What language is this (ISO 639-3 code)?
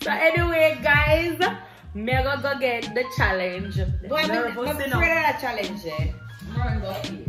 jam